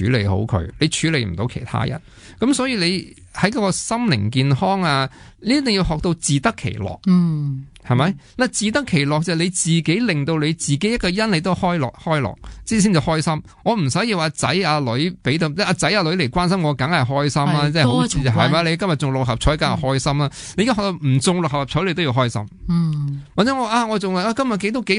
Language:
Cantonese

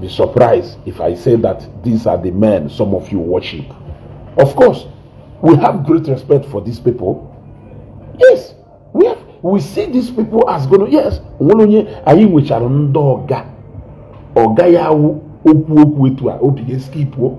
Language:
Igbo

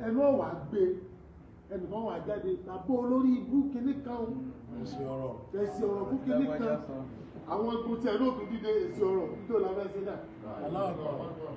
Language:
Yoruba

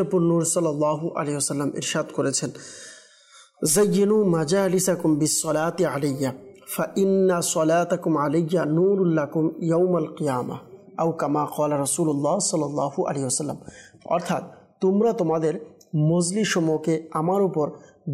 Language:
Bangla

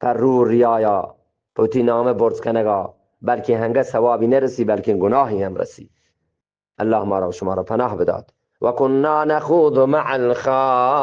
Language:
Eastern Balochi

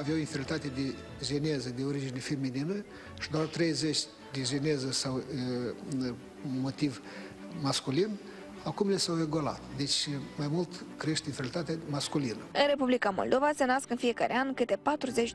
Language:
Romanian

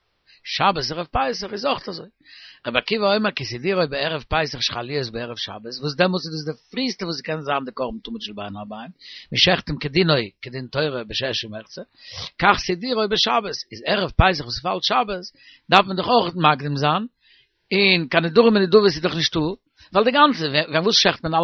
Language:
Yiddish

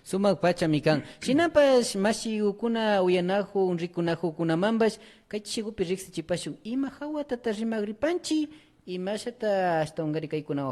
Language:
Imbabura Highland Quichua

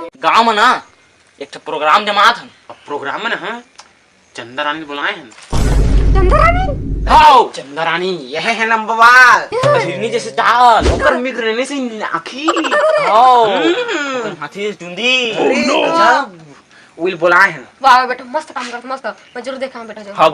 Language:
Chhattisgarhi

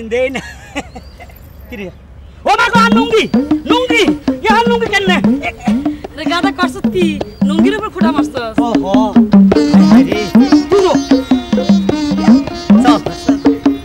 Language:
Bangla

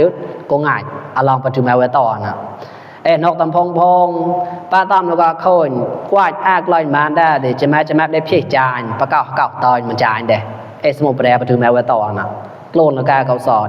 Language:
Mon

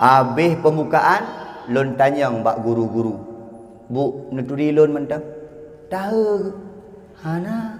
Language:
Achinese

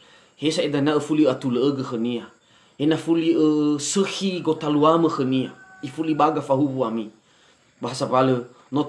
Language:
Nias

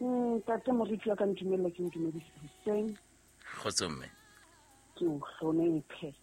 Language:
Southern Sotho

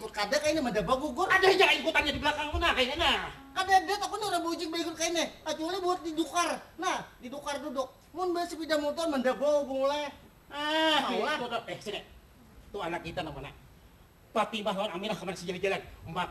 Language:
Banjar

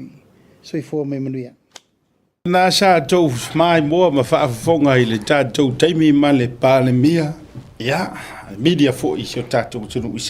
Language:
Samoan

